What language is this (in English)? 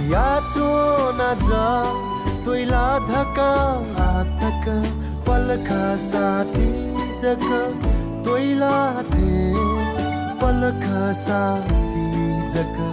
Newari